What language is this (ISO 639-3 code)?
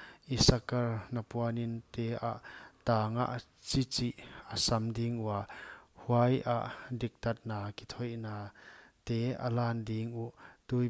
pck